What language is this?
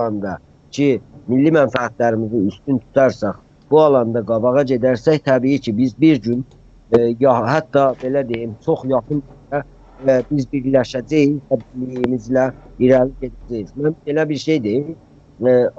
South Azerbaijani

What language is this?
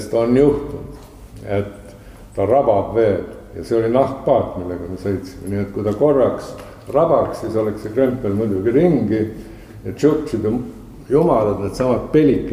Estonian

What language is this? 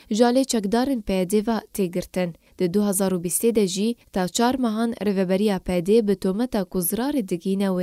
Kurdish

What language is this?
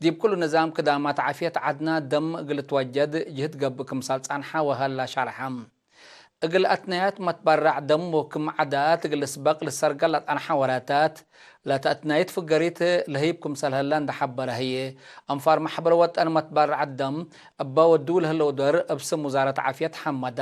Tigre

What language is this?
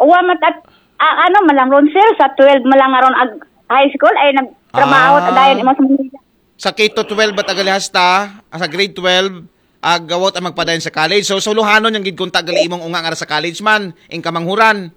Aklanon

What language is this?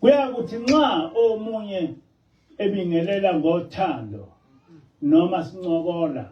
Zulu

